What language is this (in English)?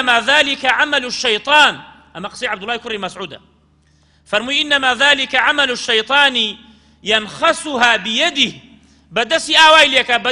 Central Kurdish